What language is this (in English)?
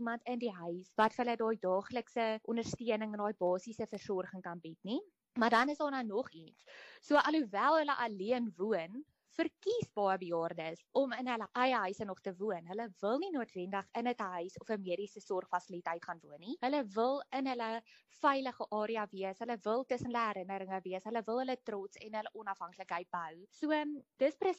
Afrikaans